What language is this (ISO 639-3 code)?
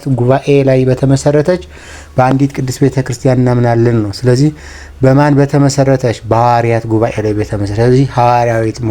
amh